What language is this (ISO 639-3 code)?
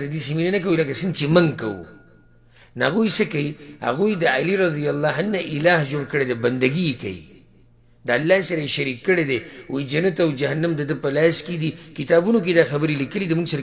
pus